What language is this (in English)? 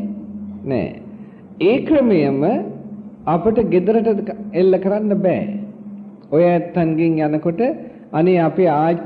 Sinhala